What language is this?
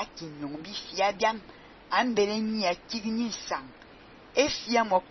Fang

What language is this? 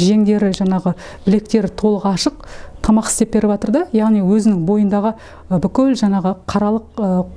Kazakh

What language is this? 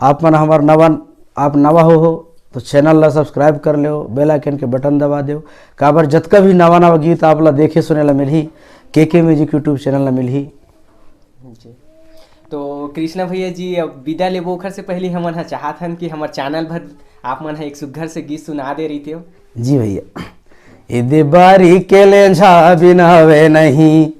Chhattisgarhi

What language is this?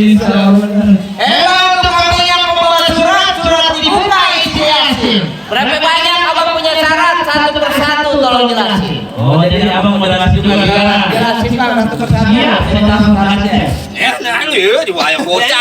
Betawi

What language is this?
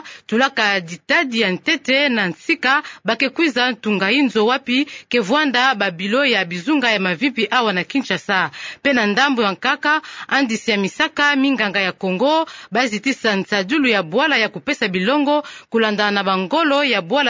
Kituba (Democratic Republic of Congo)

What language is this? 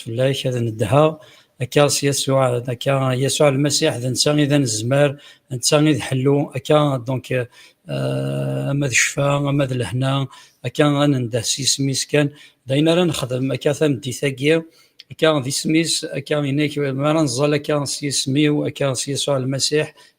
Kabyle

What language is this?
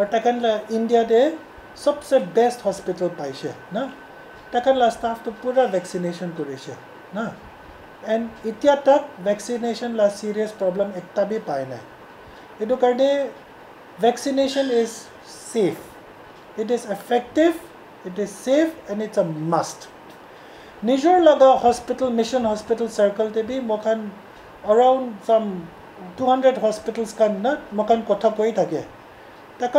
Naga Pidgin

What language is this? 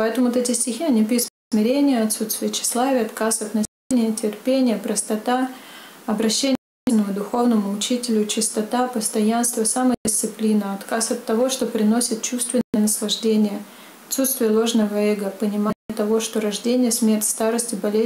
Russian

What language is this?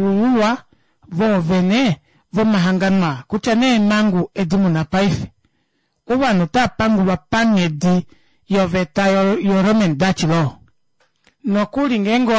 Kuanyama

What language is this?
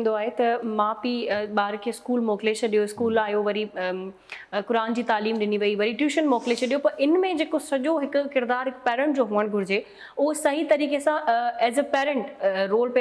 Sindhi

